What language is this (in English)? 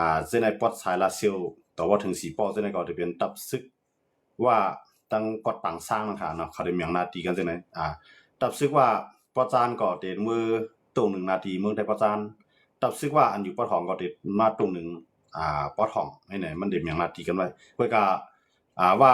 Shan